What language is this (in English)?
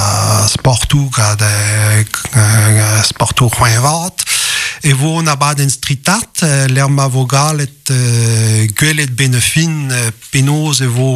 Breton